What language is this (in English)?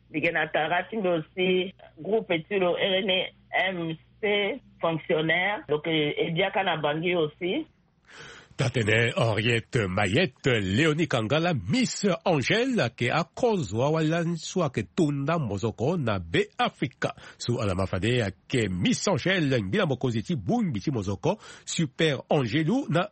Sango